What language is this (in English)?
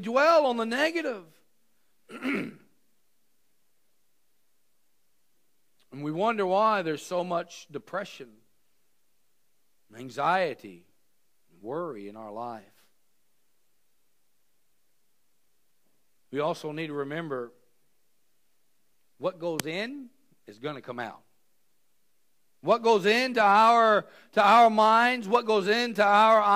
English